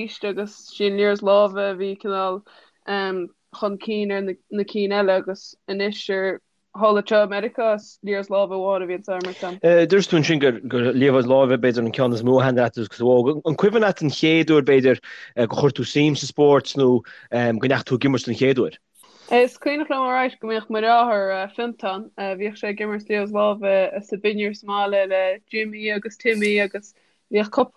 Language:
Irish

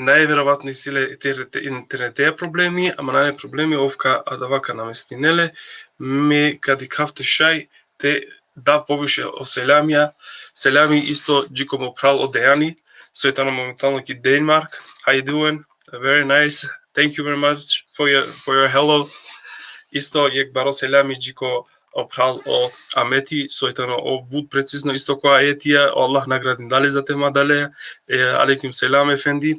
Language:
Balkan Romani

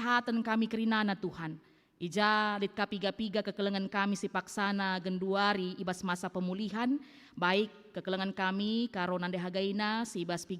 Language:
Batak Karo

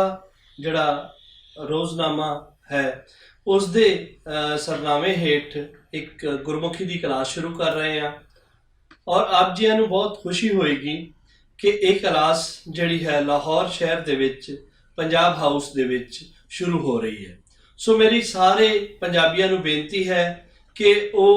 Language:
Western Panjabi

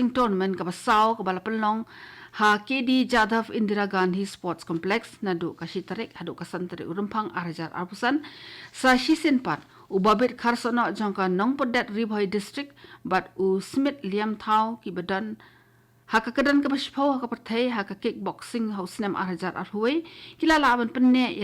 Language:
Khasi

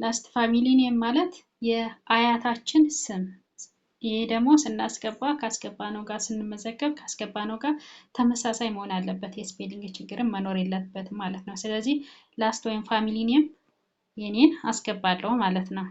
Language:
Amharic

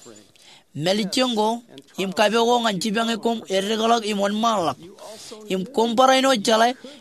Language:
Marshallese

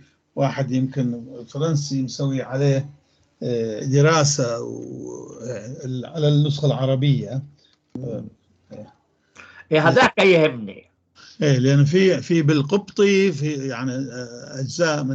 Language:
North Levantine Arabic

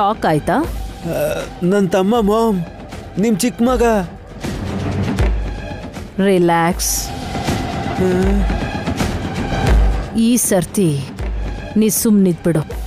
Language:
Kannada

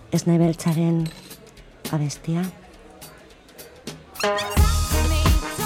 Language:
Basque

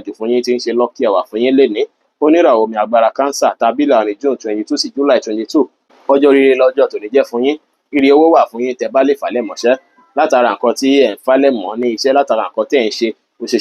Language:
Yoruba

